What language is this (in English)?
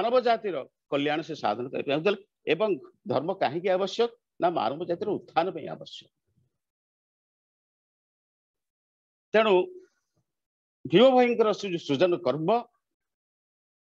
Odia